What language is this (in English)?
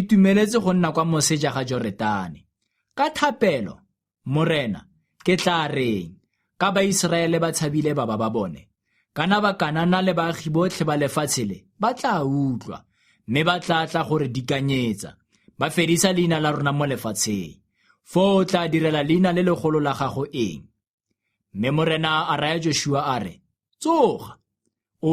Tswana